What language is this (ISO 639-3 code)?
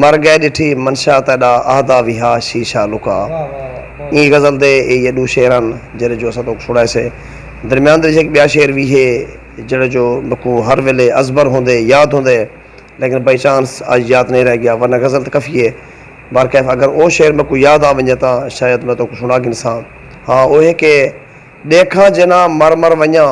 skr